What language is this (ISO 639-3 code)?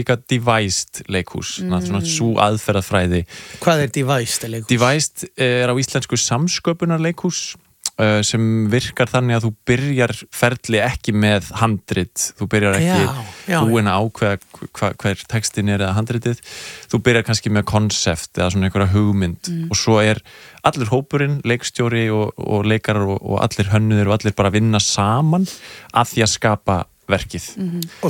isl